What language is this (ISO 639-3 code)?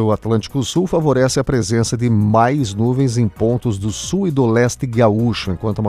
por